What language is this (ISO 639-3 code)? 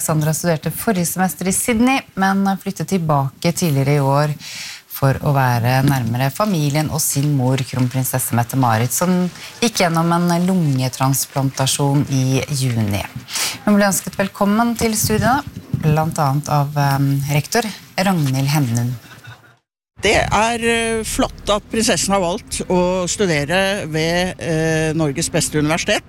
nor